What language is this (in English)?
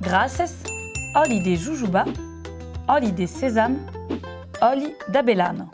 Occitan